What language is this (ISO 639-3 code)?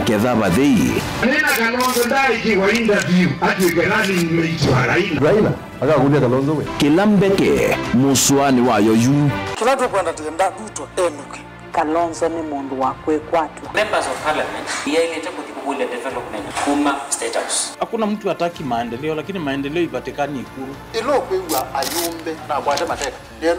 kam